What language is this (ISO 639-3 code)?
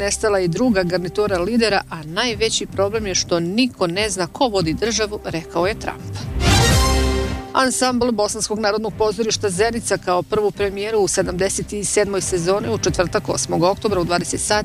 bos